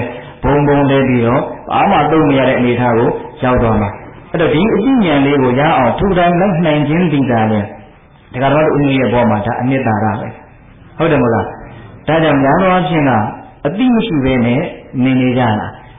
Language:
Burmese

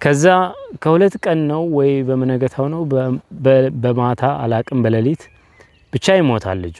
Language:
Amharic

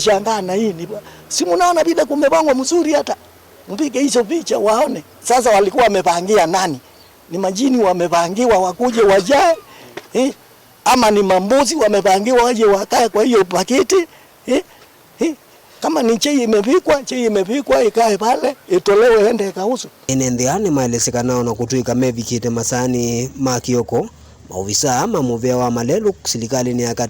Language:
Kamba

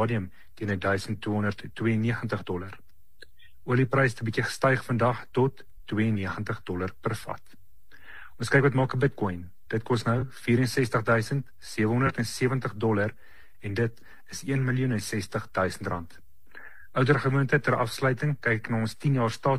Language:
Afrikaans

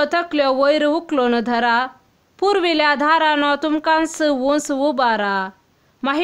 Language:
Konkani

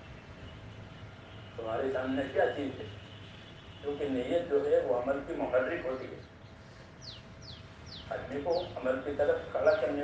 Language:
Urdu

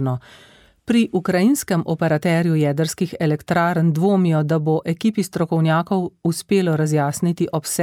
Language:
Slovenian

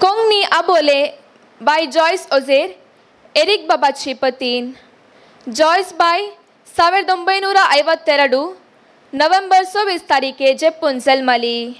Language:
Konkani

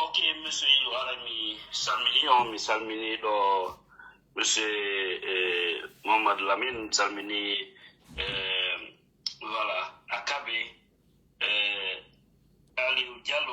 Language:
Pular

